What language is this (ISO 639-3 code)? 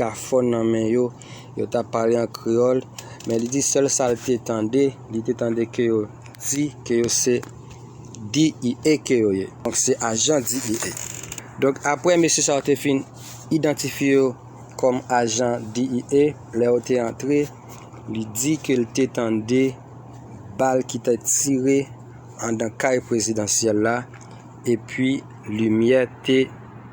hat